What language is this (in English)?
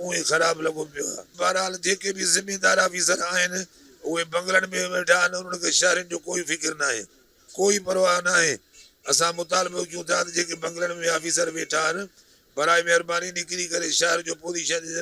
Sindhi